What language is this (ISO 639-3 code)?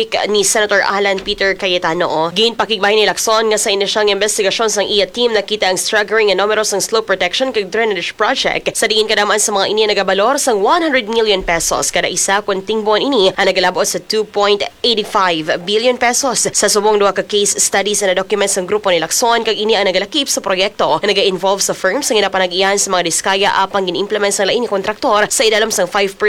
hil